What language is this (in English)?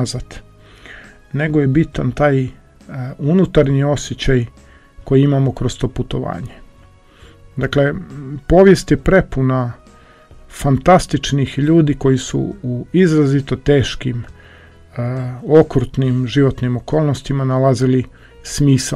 Croatian